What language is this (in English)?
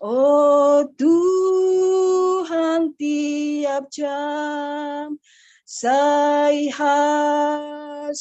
Batak Simalungun